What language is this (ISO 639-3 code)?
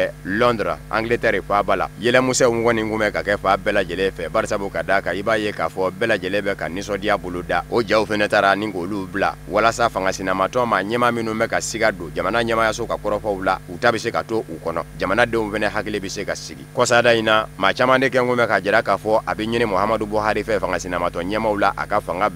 bam